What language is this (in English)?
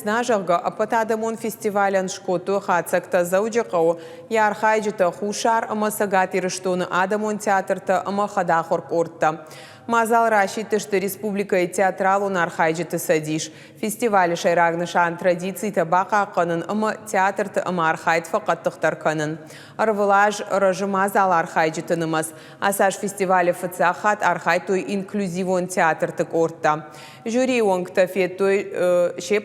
Ossetic